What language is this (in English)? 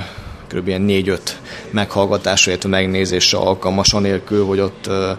Hungarian